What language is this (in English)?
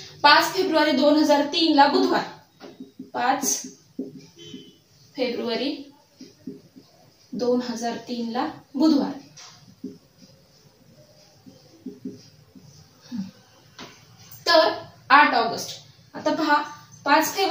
Marathi